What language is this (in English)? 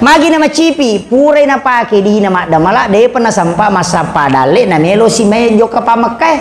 Buginese